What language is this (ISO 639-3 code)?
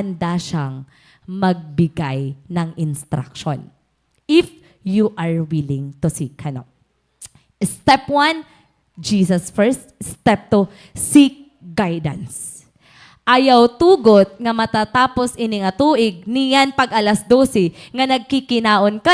war